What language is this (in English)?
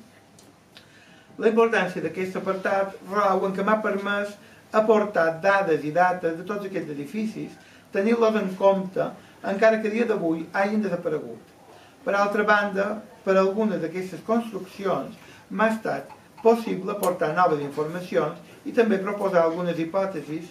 Catalan